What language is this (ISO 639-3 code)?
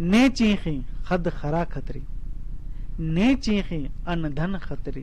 kru